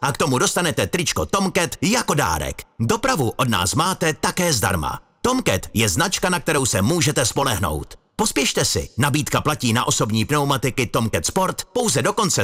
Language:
Czech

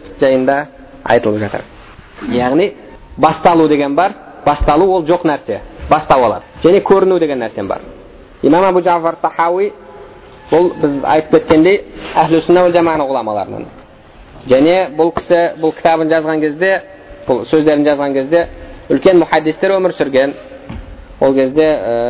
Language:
Kazakh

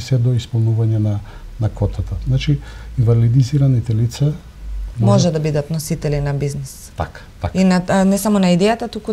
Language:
Macedonian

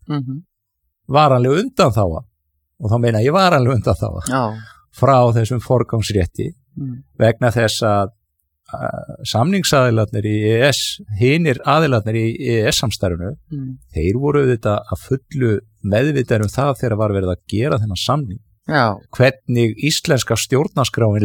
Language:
Icelandic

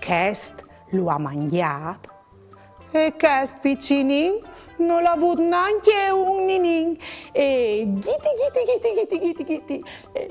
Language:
Friulian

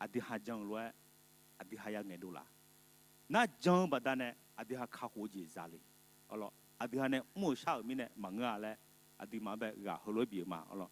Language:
Akha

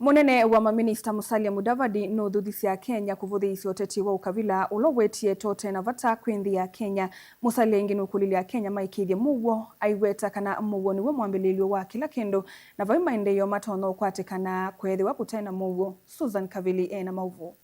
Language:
Kamba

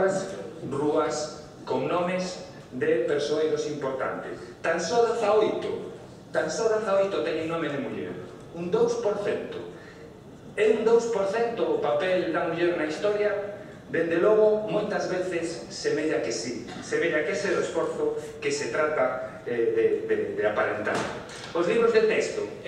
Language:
Galician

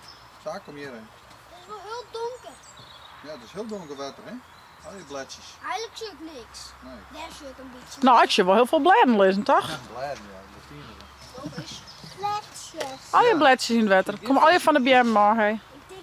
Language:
Western Frisian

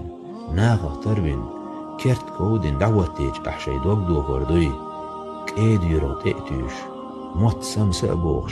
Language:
Chechen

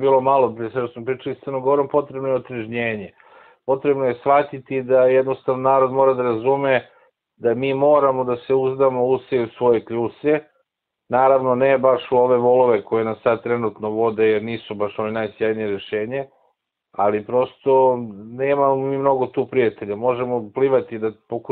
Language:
Serbian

